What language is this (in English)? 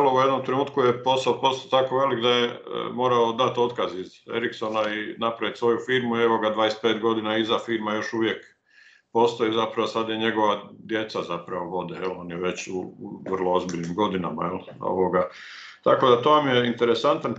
Croatian